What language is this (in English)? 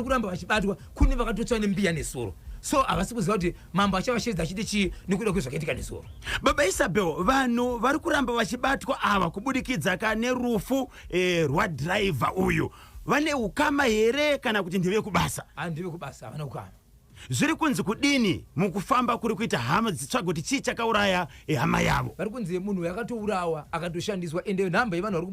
Shona